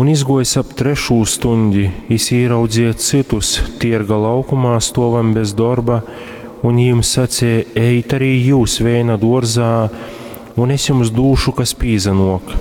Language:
Latgalian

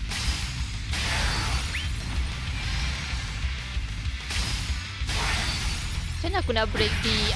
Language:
Malay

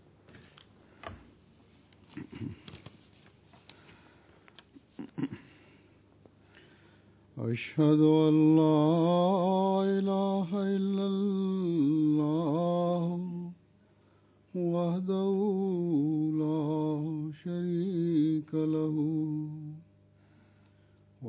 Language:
Bangla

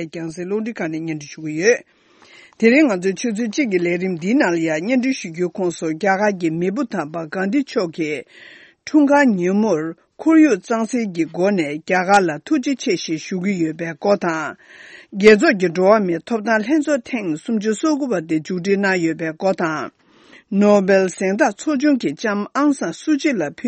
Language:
Tibetan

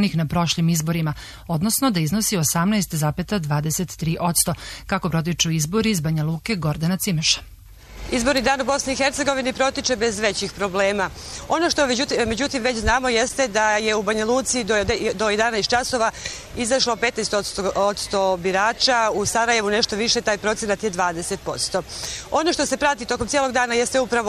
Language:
Serbian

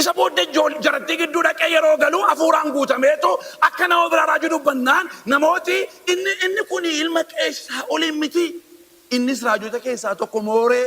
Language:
Oromo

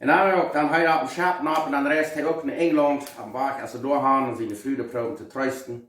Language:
Plautdietsch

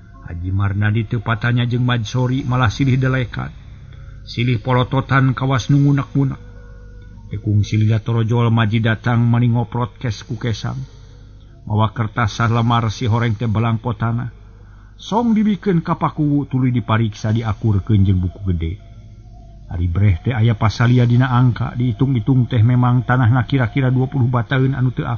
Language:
Sundanese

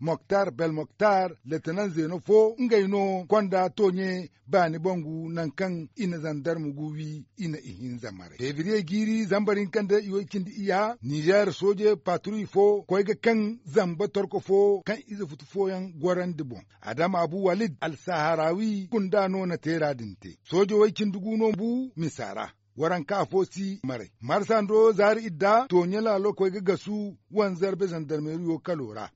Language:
Zarma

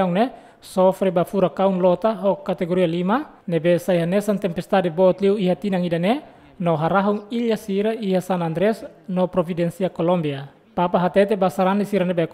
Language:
Tetum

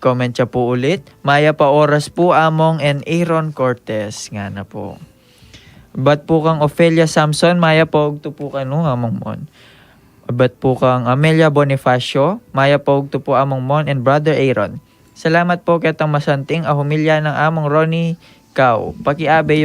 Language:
Pampanga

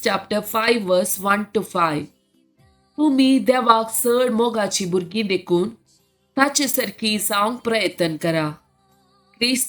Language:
Konkani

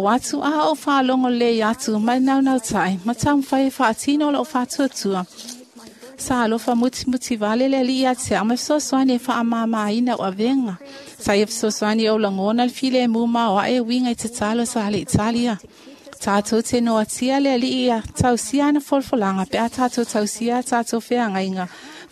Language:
Samoan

